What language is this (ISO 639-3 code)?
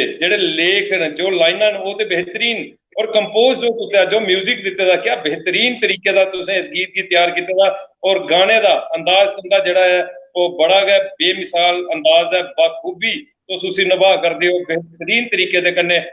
doi